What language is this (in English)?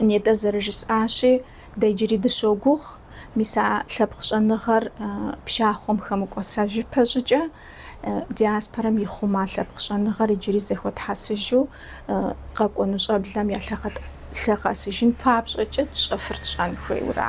Kabardian